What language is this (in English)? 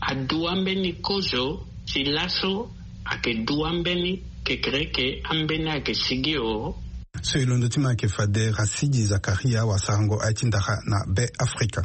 Sango